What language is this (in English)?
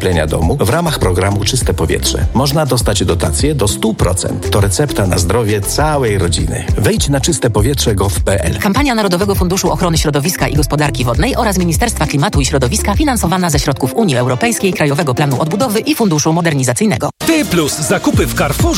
Polish